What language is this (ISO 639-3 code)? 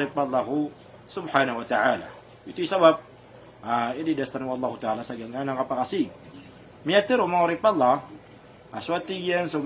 mrw